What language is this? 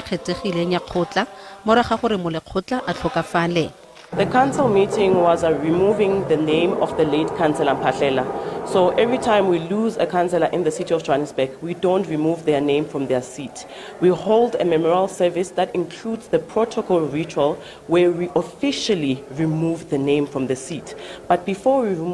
Tswana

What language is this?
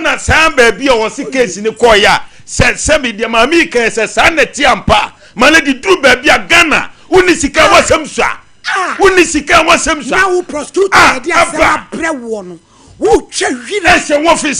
Akan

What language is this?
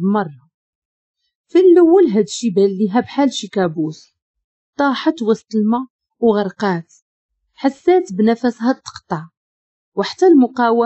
Moroccan Arabic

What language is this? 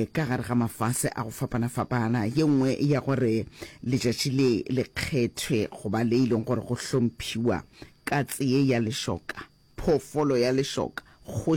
Northern Sotho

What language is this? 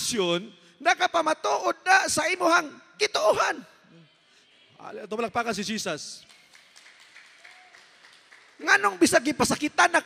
Cebuano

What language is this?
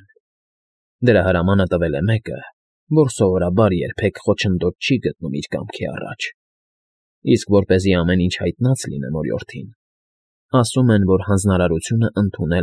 Armenian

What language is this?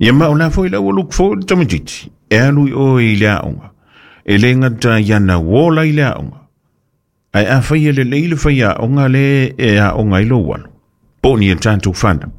Samoan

